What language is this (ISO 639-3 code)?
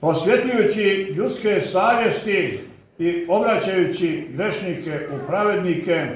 srp